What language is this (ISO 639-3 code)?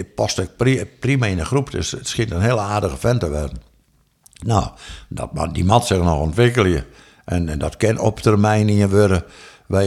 fry